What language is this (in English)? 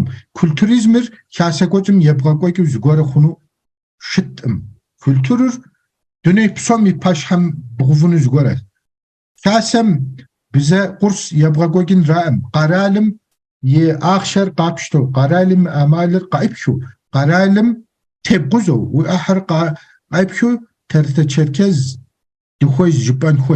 Kabardian